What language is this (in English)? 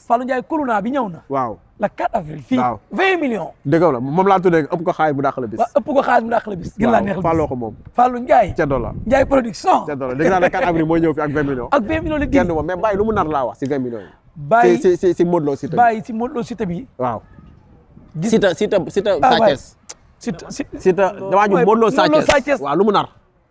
Wolof